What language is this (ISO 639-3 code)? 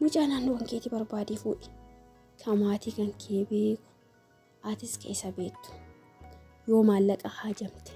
orm